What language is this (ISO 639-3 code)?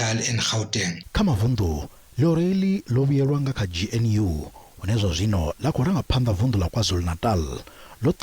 ven